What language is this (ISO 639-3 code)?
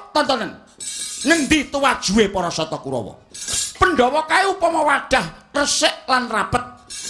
jav